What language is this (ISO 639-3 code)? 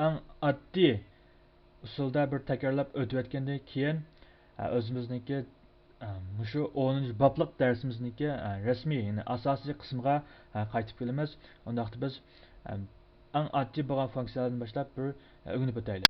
uig